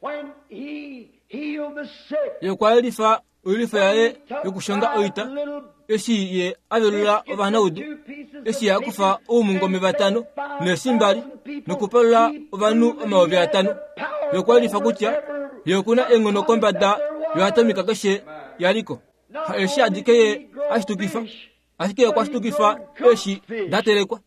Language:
Kuanyama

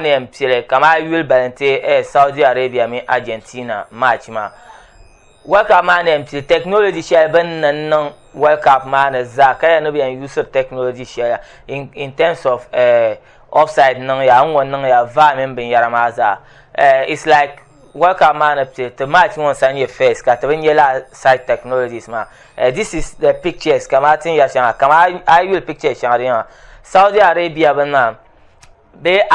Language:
Dagbani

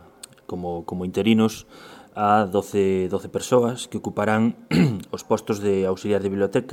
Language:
Galician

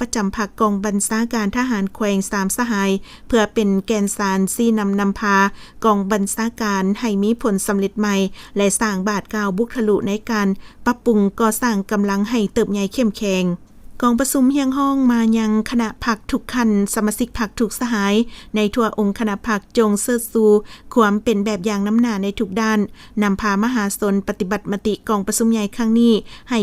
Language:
Lao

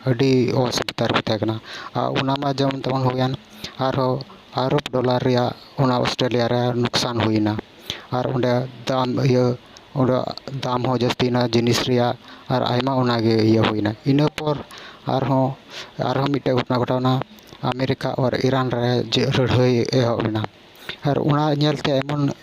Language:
Santali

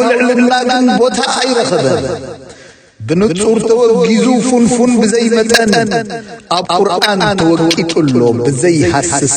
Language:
Tigrinya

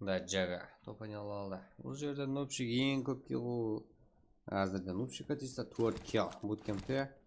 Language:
Kara-Kalpak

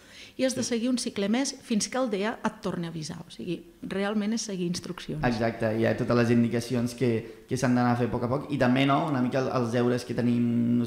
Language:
Catalan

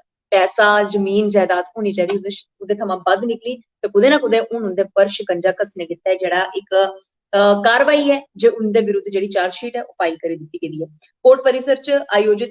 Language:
Dogri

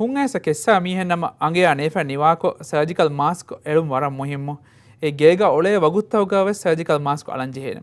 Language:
Divehi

